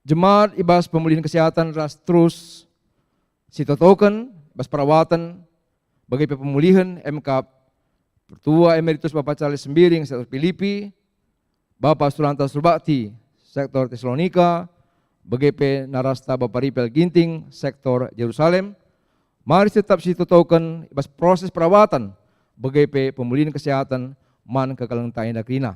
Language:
Batak Karo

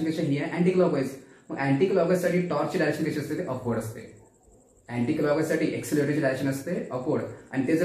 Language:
Marathi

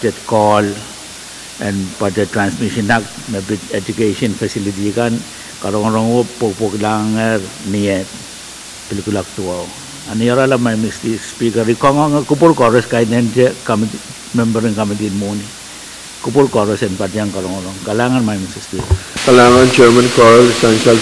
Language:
Pohnpeian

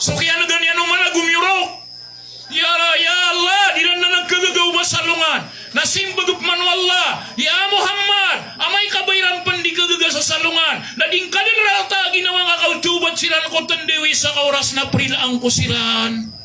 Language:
Maranao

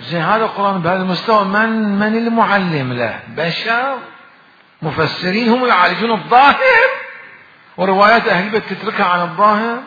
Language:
Mesopotamian Arabic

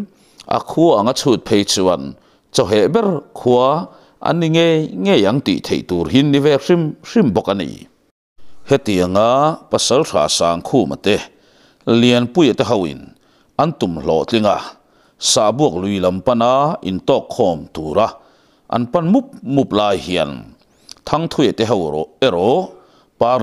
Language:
Mizo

